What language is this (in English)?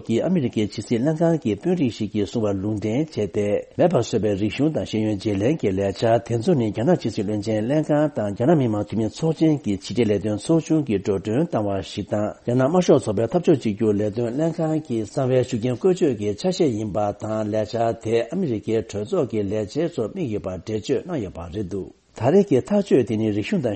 Tibetan